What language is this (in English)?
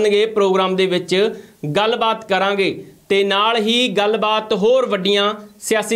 Punjabi